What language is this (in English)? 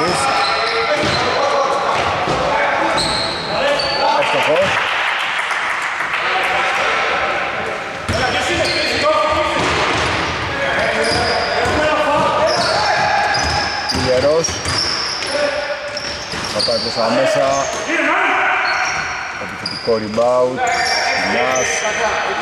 Greek